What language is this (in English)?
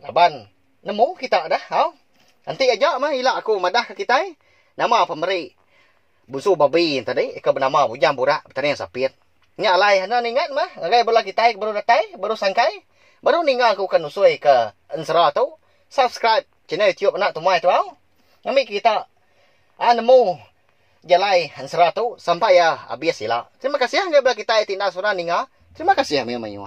Iban